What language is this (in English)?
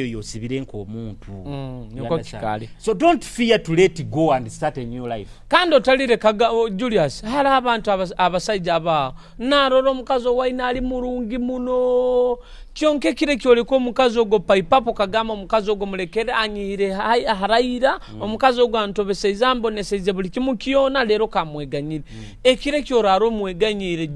Nyoro